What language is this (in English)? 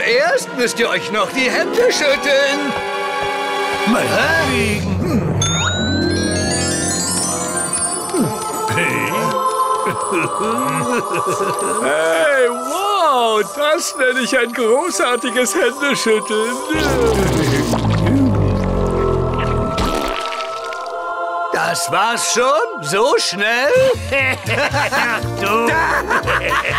German